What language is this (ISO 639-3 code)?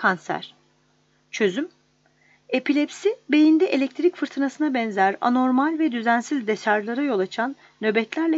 tur